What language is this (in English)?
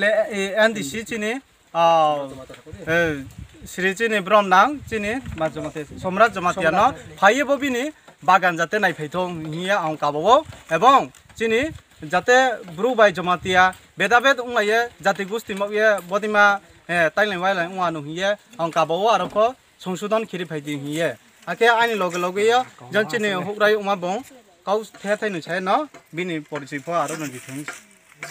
Riang (India)